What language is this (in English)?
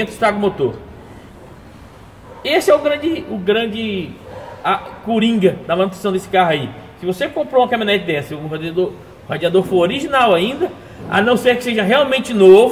Portuguese